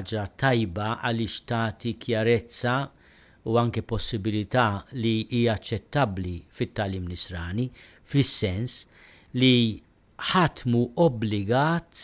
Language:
Maltese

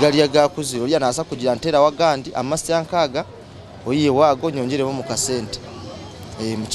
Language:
Nyankole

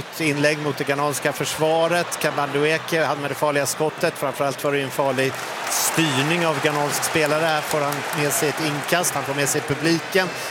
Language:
Swedish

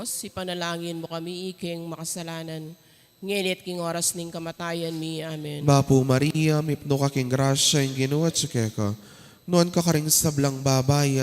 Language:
Pampanga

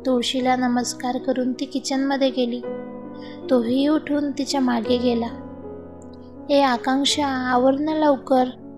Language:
Marathi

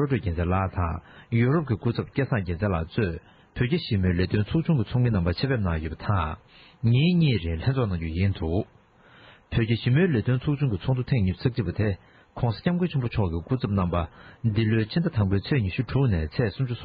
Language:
Tibetan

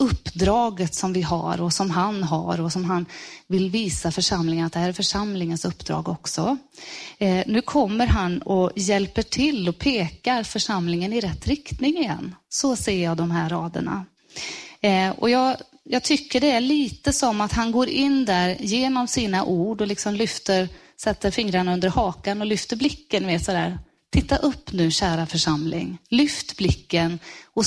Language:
Swedish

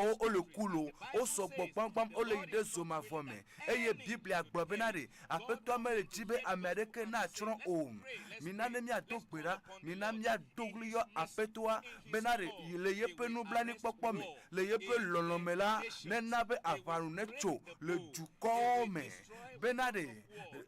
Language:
Ewe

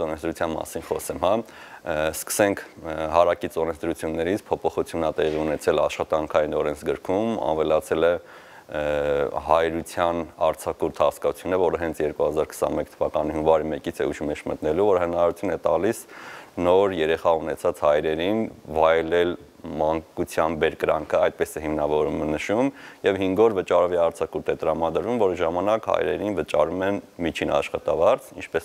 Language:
Armenian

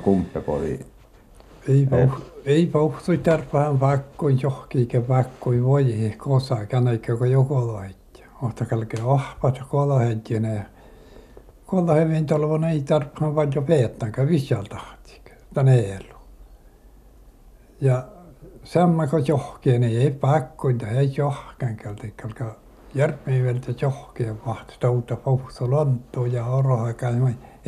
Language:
Finnish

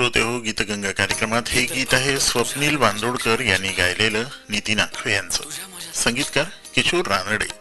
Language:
Marathi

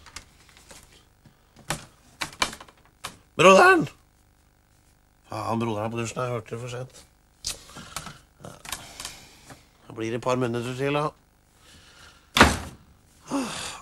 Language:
Norwegian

